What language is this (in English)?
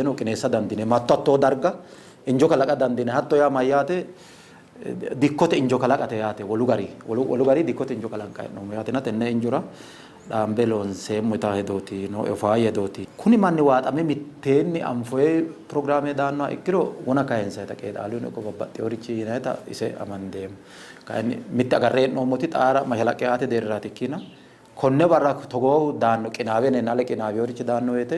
Sidamo